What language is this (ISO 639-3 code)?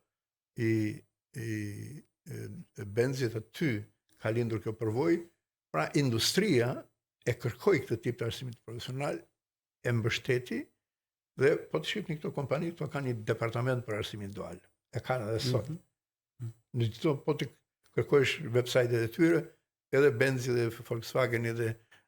sqi